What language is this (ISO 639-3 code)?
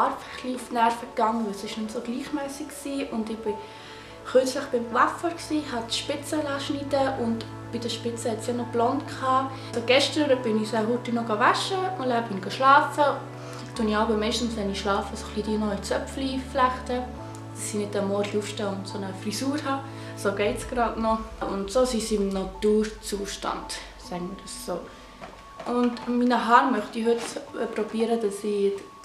gsw